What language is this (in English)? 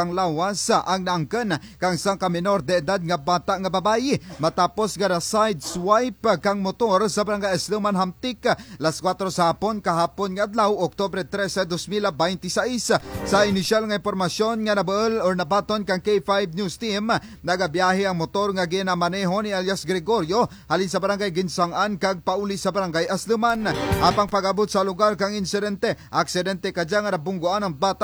Kinaray-a